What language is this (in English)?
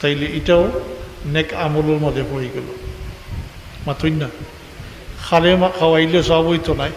Sylheti